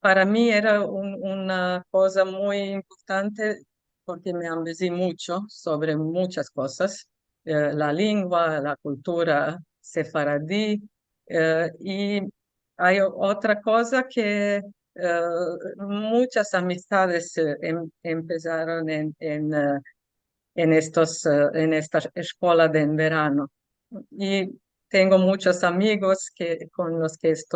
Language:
Ladino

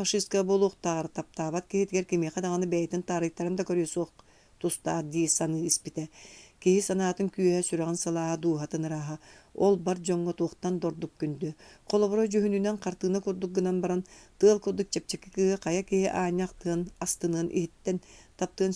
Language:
Yakut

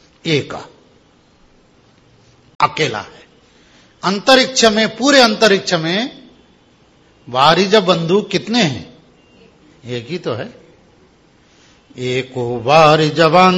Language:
Hindi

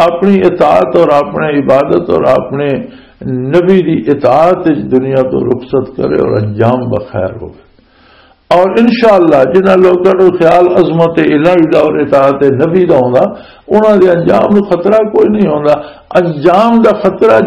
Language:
Western Panjabi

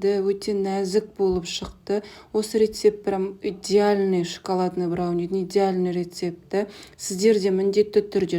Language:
Kazakh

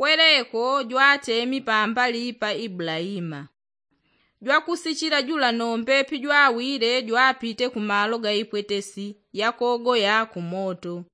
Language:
Yao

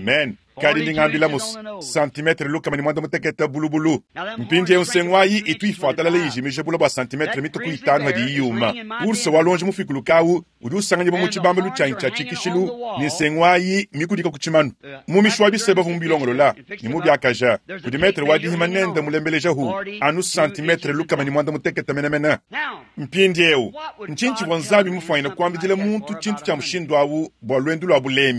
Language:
Luba-Lulua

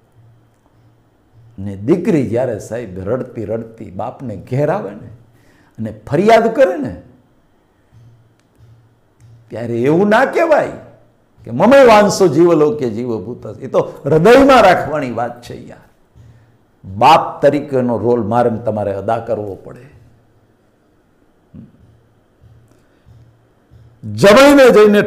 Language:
Gujarati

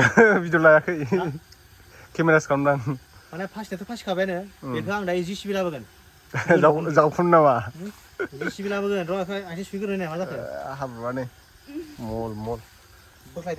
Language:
Bodo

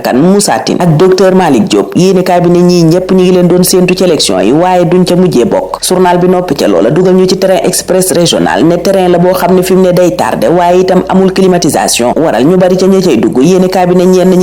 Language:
Wolof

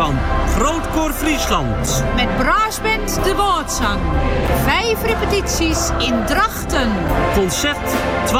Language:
Dutch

